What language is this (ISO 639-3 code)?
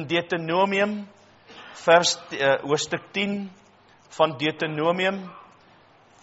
afr